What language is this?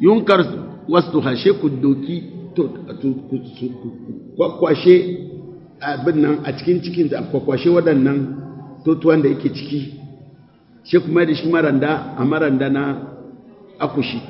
Hausa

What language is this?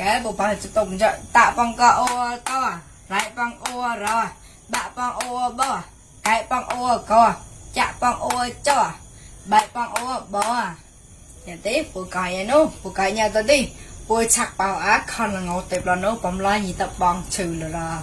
Mon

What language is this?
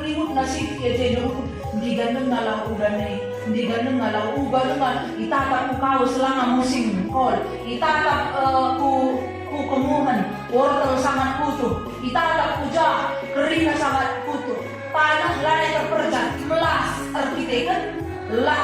Batak Karo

